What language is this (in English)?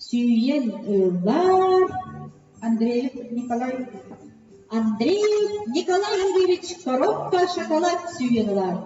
Yakut